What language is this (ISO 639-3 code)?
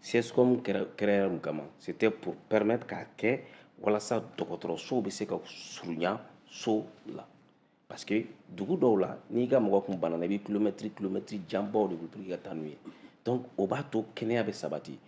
bam